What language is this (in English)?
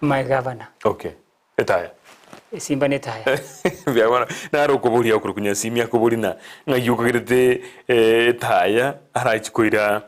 Gusii